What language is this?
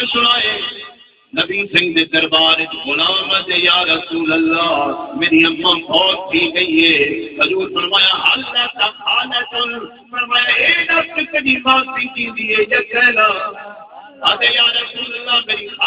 Saraiki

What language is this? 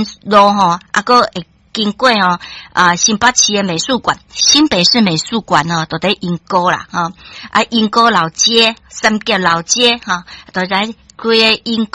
Min Nan Chinese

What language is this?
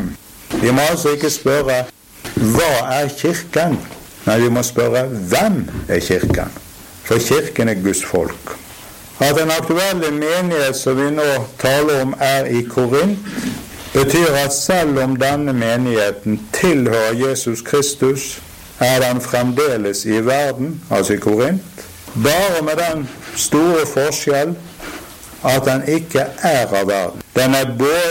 Norwegian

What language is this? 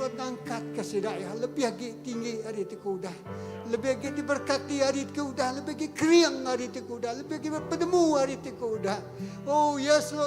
Iban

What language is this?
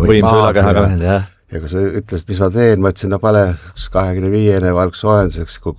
Estonian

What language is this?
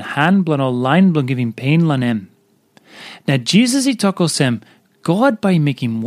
Tok Pisin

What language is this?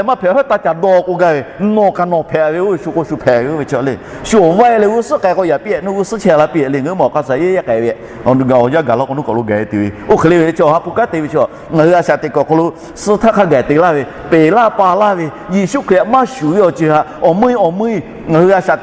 Lahu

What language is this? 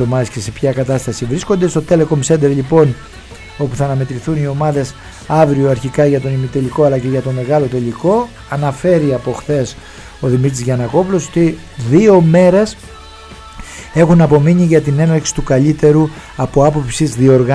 Greek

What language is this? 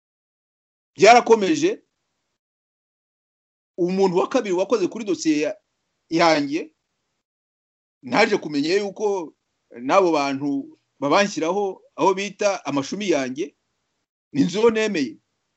Kinyarwanda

